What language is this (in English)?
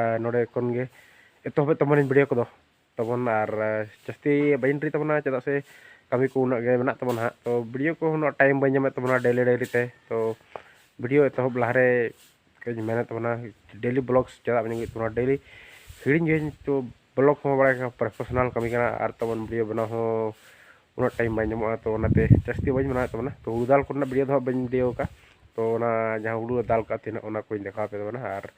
Santali